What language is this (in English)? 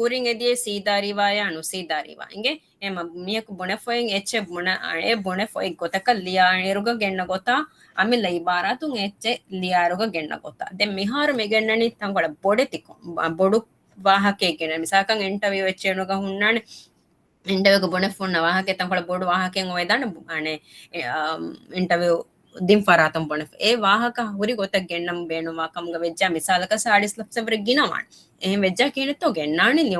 Divehi